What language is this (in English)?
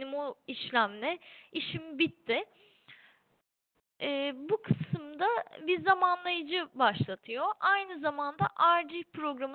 Turkish